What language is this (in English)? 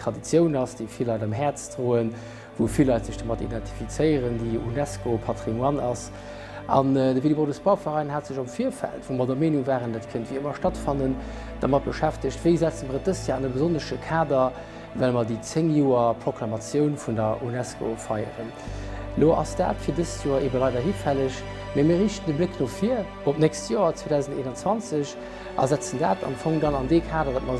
Luxembourgish